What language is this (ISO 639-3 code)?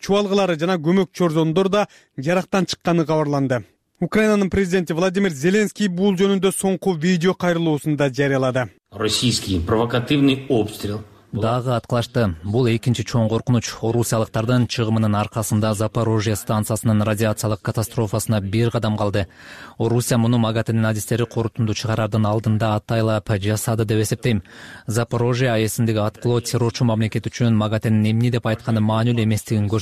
kir